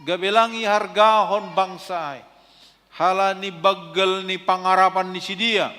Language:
Batak Simalungun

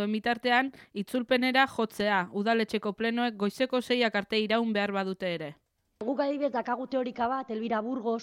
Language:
Basque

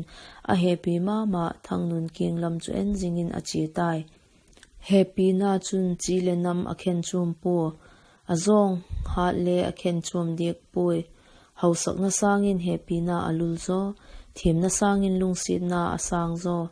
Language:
Vaiphei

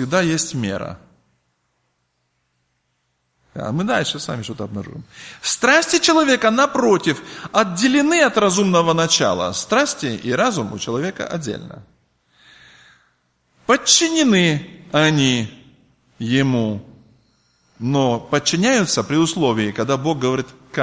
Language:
Russian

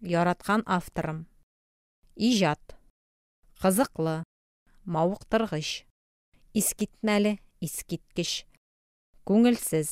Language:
Tatar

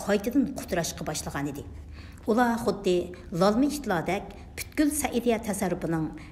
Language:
Uyghur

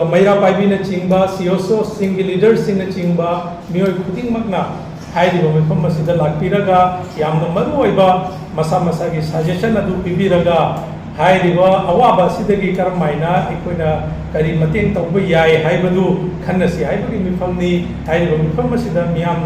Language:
Manipuri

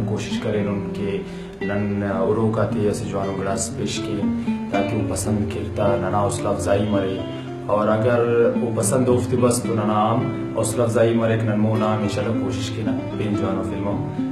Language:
Brahui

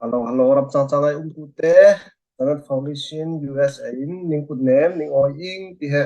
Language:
Falam Chin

